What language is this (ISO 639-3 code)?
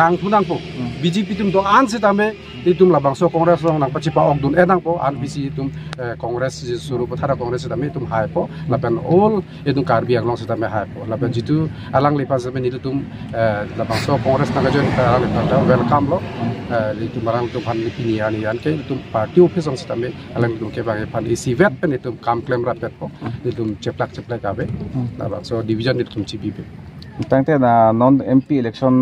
mjw